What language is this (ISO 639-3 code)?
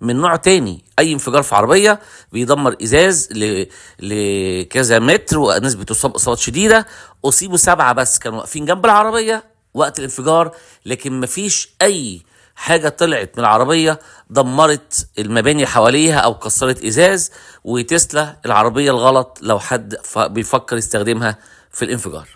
arz